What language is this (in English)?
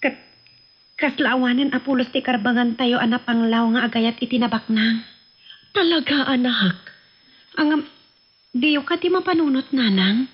Iloko